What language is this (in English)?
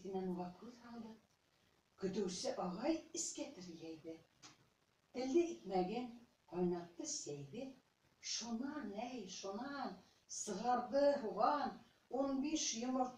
Bashkir